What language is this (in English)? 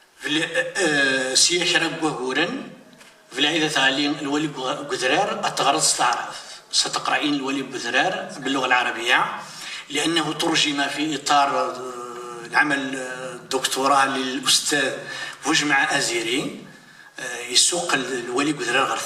Kabyle